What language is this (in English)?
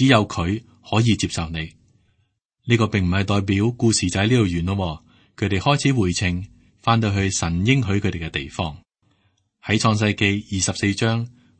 Cantonese